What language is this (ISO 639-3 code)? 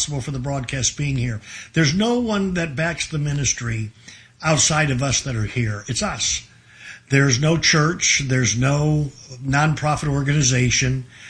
eng